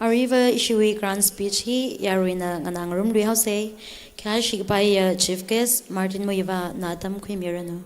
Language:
Tangkhul Naga (India)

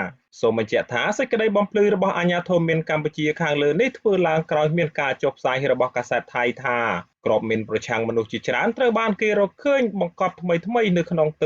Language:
Khmer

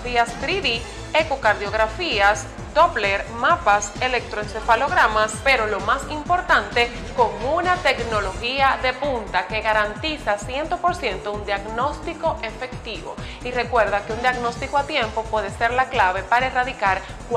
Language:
Spanish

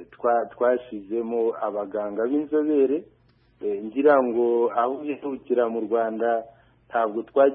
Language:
Kinyarwanda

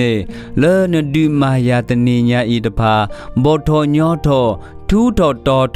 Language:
S'gaw Karen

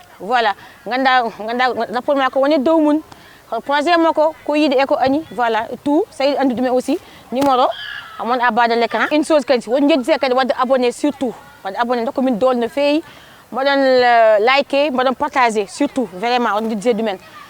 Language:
Fula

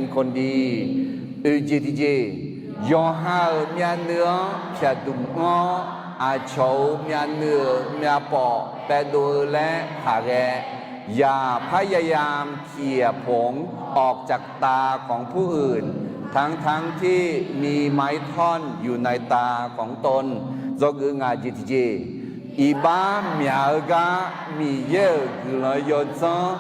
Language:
Akha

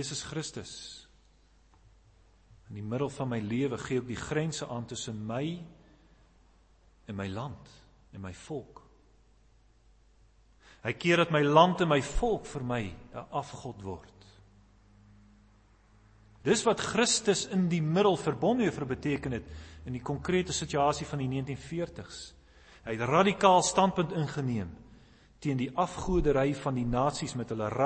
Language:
Afrikaans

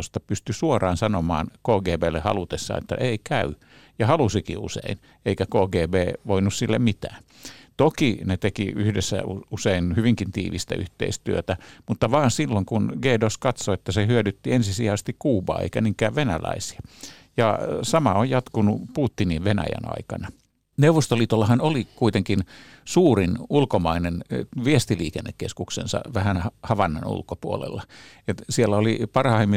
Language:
Finnish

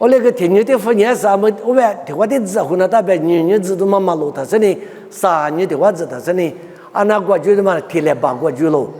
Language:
Lisu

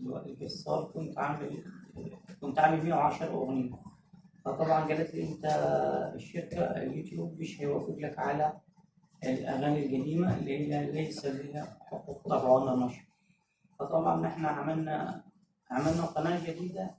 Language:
Egyptian Arabic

